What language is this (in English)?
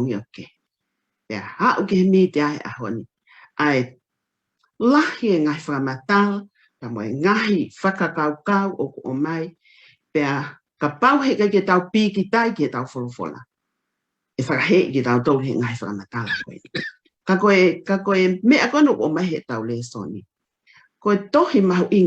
Tongan